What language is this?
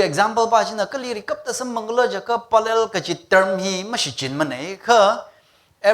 Tangkhul Naga (India)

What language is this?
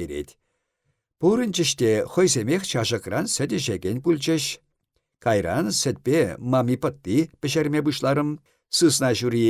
Chuvash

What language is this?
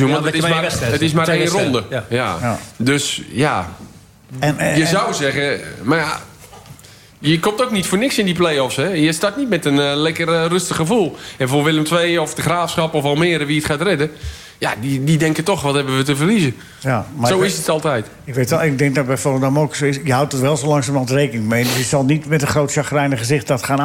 Dutch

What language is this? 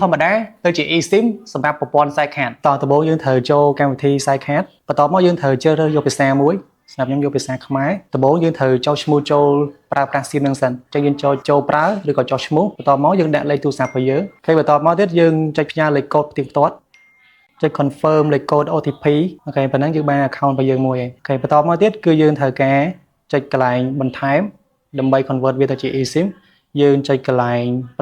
Khmer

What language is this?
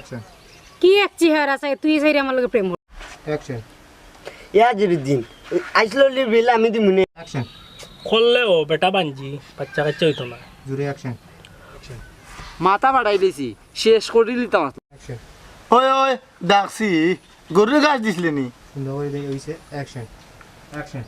Sylheti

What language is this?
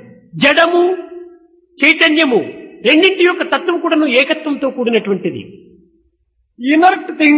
Telugu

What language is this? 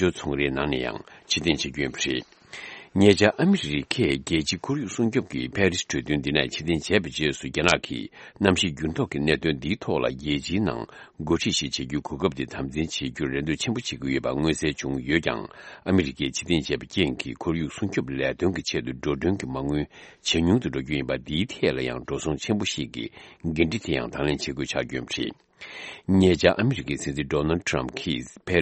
Tibetan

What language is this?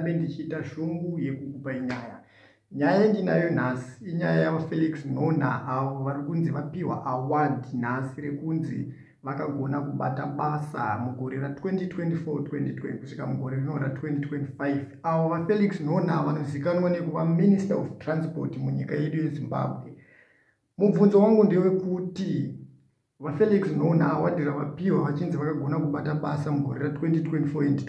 Shona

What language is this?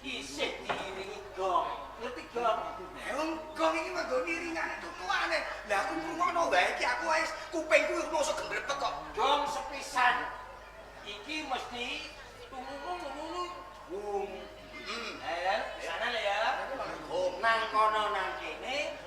Javanese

